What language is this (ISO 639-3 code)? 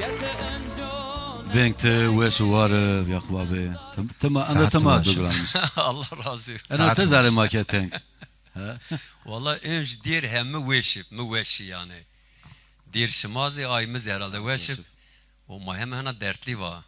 zza